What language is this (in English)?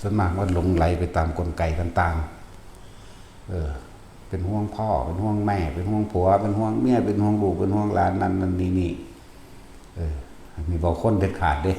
Northeastern Thai